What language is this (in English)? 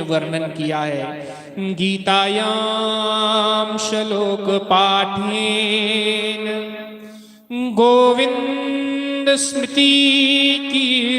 Dogri